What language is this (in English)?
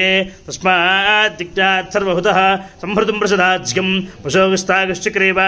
Sanskrit